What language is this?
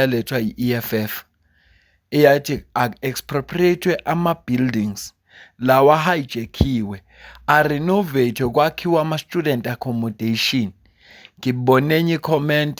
Zulu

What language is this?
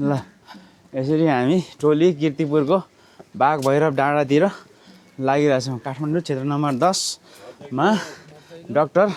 Nepali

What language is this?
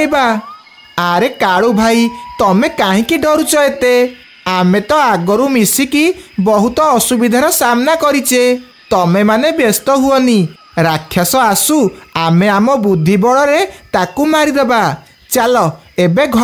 Odia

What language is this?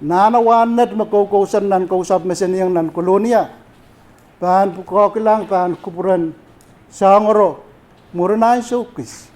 Pohnpeian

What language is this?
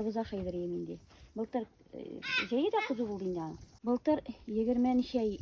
Tatar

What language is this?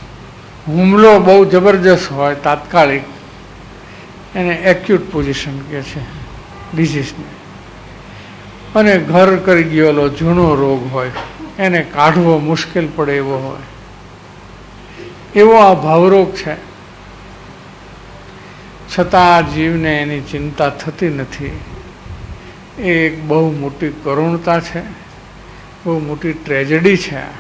Gujarati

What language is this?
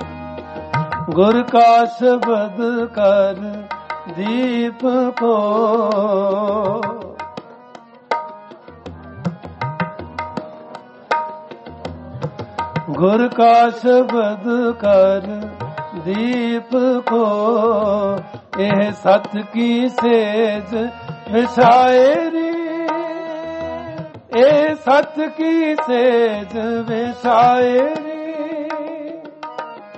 Punjabi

